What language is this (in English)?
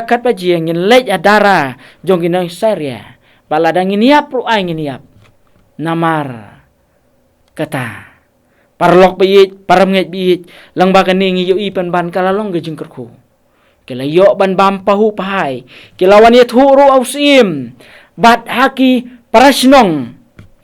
Khasi